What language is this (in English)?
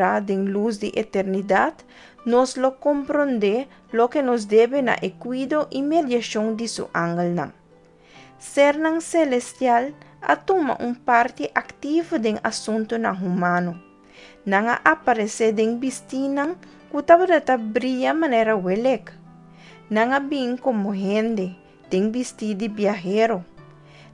Papiamento